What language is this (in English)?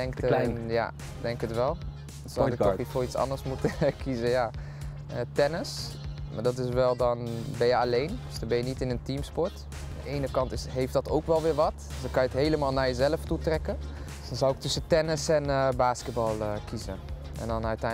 Dutch